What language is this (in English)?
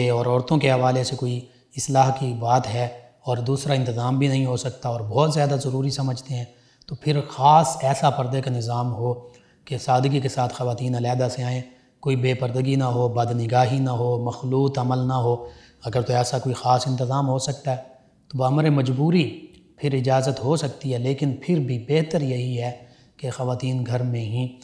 Urdu